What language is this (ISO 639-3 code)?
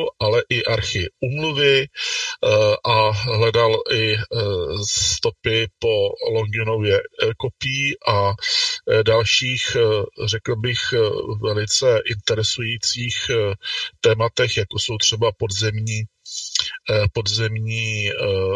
ces